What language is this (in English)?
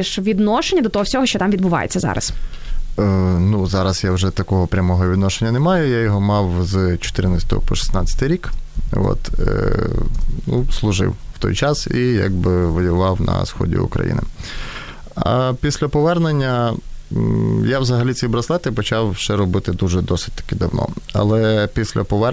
Ukrainian